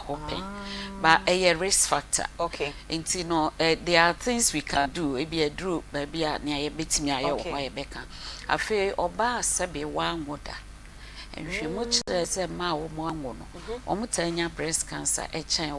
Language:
Akan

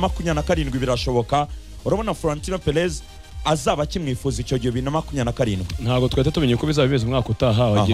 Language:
Kinyarwanda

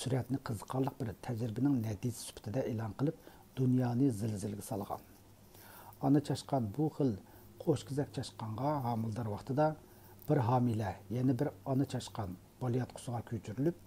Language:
Uyghur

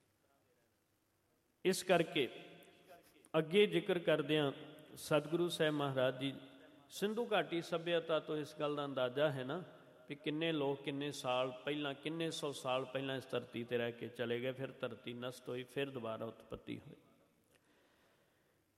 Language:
Punjabi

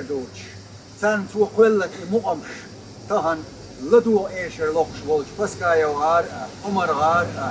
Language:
Chechen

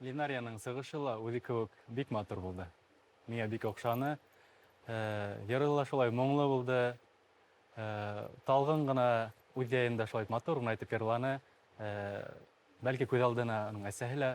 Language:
Bashkir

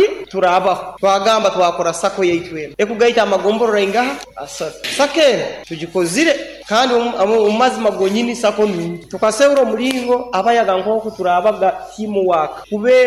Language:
Nyoro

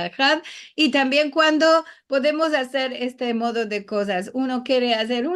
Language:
Ladino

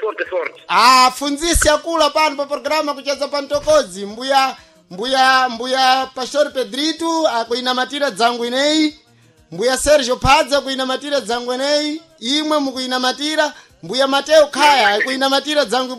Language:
Sena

